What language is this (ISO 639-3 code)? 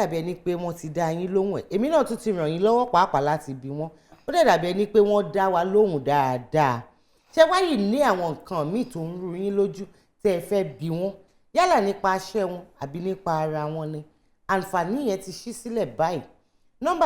yor